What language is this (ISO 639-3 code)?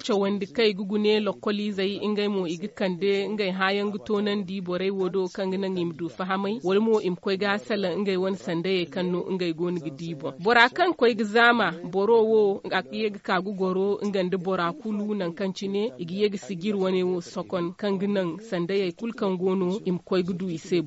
dje